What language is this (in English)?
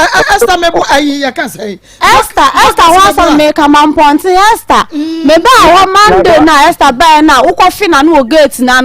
Akan